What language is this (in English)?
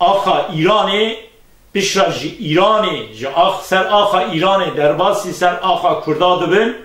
Kurdish